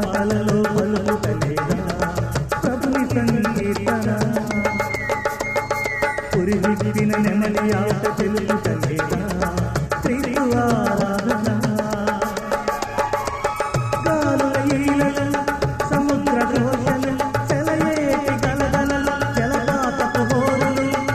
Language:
Telugu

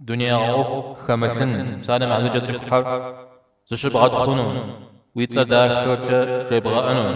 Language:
Kabardian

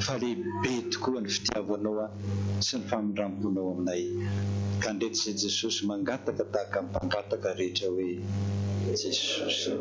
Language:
Malagasy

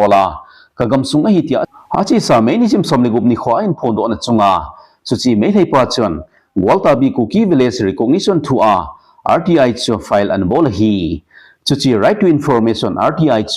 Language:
Thado Chin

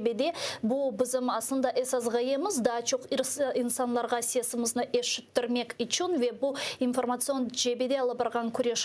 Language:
Crimean Tatar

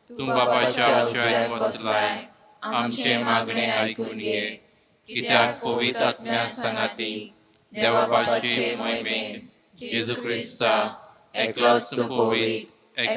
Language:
Konkani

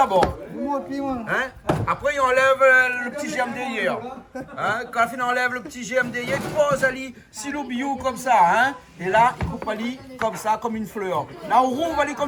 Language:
Réunion Creole French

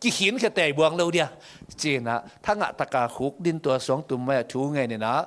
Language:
Tedim Chin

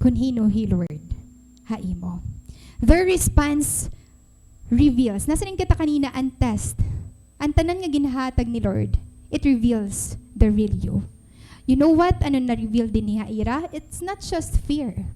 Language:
Waray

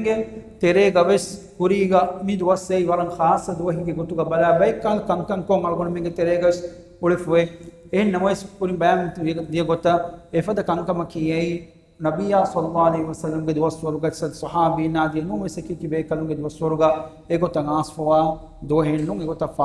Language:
Divehi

